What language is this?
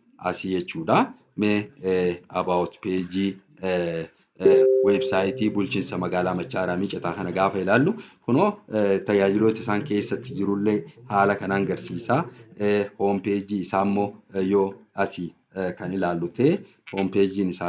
Oromo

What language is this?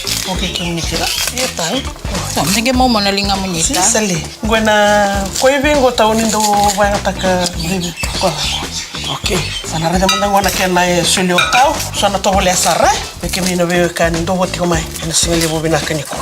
Fijian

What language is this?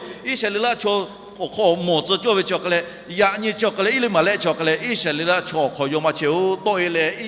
Lahu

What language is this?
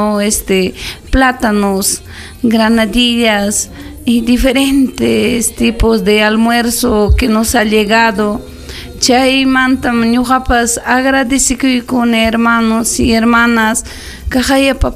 Ayacucho Quechua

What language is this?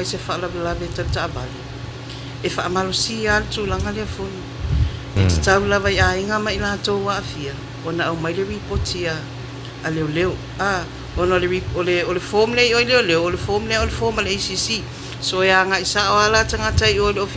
Samoan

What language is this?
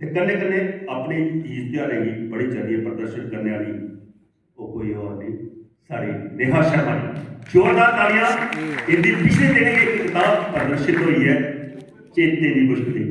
Dogri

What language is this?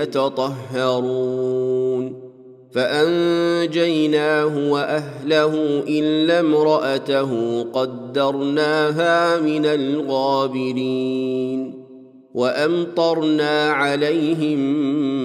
Arabic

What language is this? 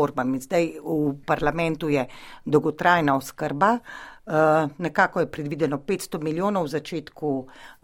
Slovenian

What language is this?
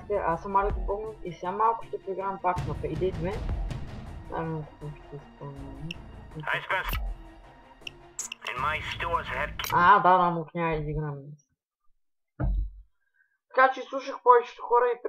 Bulgarian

